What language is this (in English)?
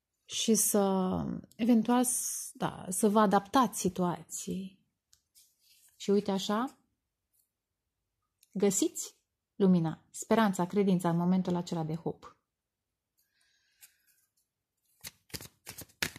Romanian